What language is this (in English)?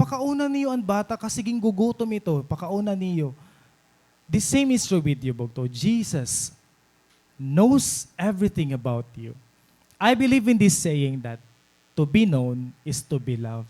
Waray